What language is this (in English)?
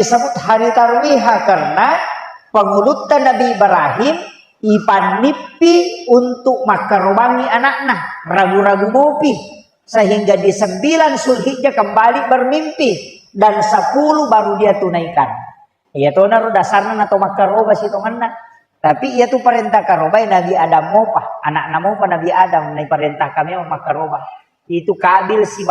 Buginese